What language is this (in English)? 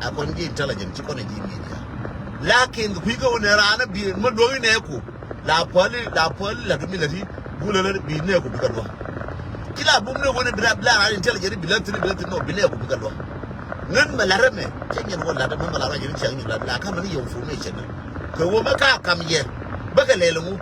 Nuer